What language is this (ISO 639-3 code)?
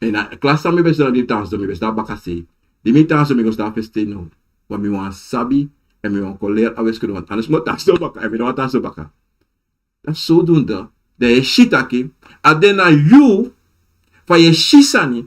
srn